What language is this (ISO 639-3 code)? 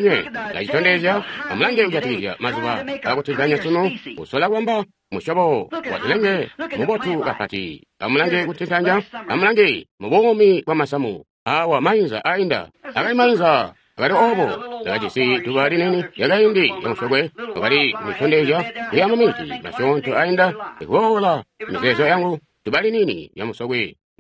toi